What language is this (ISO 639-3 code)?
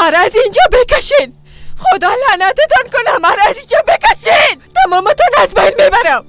fas